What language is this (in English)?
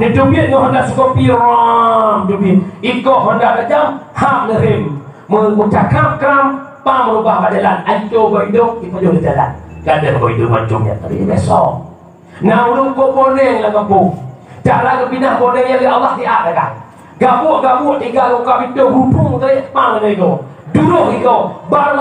Achinese